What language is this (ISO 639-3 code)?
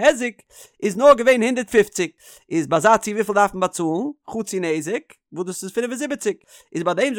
yid